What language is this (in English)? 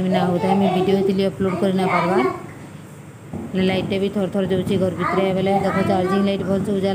Sambalpuri